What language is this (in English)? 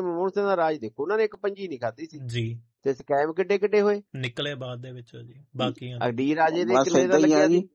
Punjabi